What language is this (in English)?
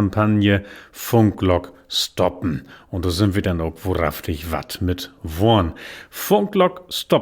Low German